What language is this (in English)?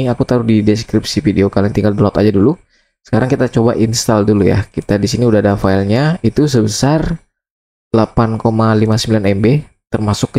Indonesian